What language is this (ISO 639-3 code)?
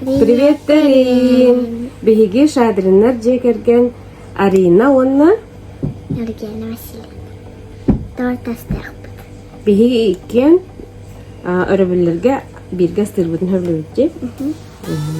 sah